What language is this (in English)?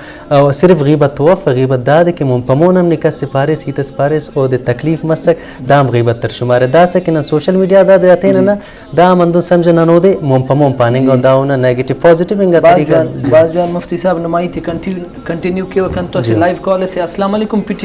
Brahui